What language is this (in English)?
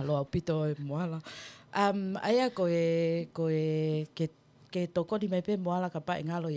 Tongan